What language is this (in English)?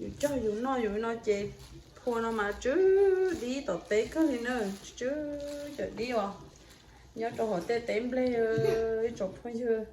Hmong